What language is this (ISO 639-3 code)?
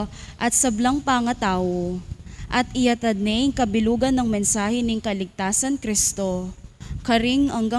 pam